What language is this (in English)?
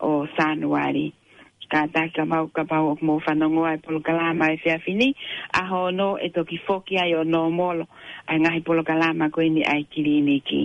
Tongan